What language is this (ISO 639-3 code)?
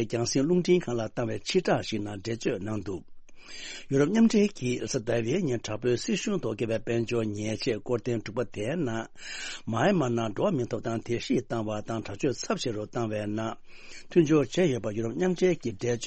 bod